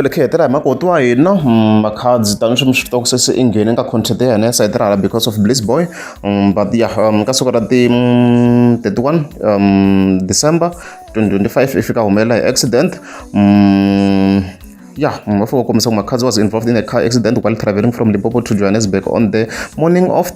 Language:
Tsonga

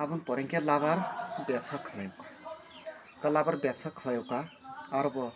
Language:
Kok Borok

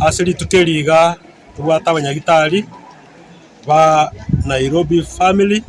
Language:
Gusii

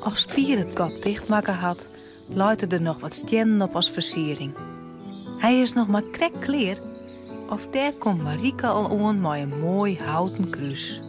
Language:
Western Frisian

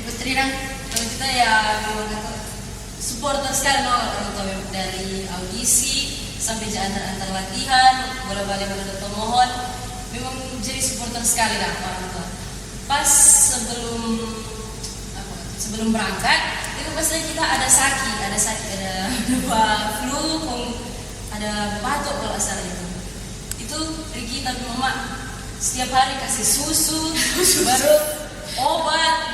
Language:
Manado Malay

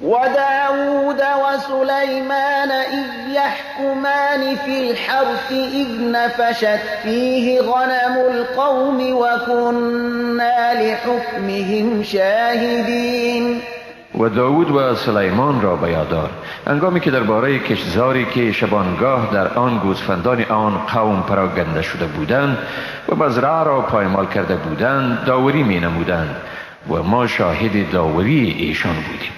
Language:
Persian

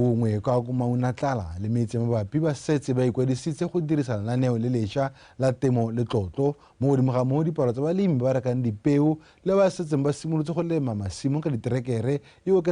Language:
Tswana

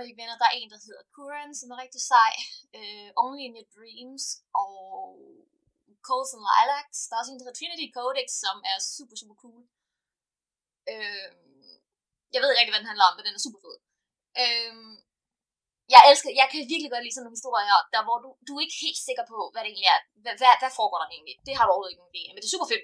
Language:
Danish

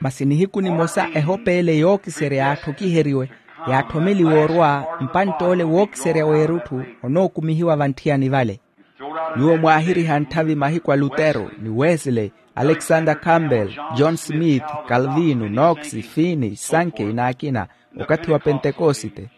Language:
Makhuwa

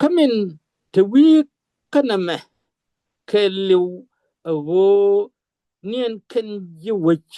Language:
Nuer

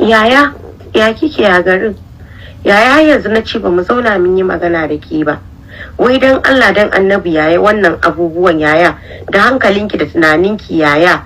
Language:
Hausa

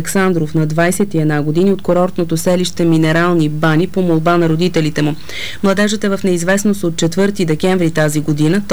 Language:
Bulgarian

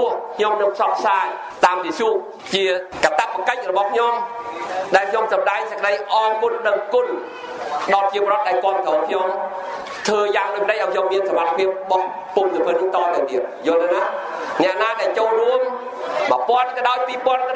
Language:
Khmer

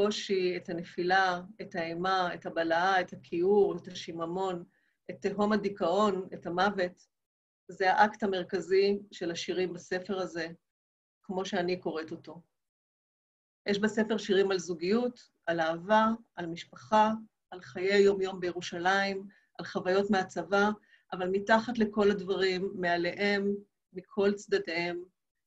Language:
Hebrew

